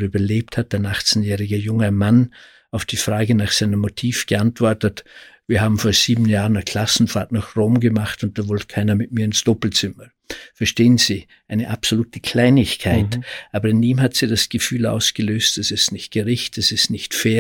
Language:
German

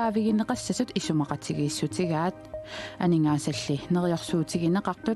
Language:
Kalaallisut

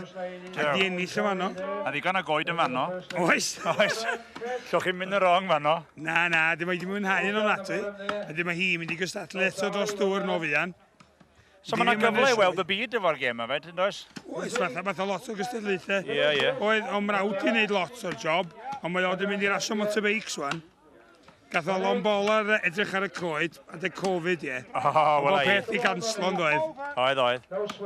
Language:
Welsh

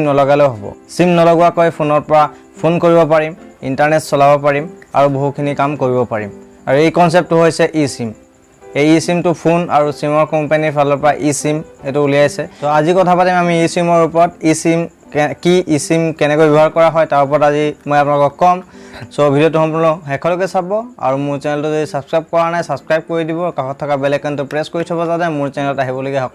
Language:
Assamese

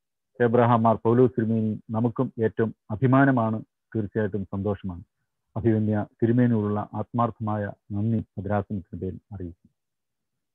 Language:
Malayalam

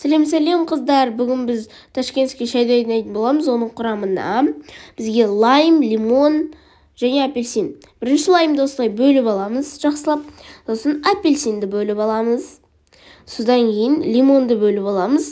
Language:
Kazakh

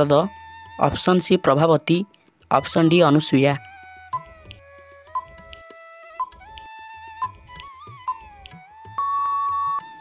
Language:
Odia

